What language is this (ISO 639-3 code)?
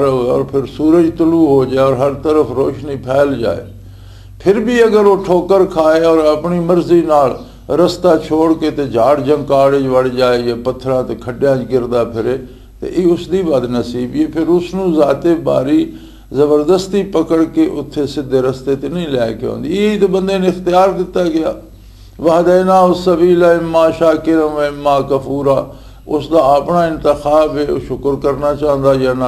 lah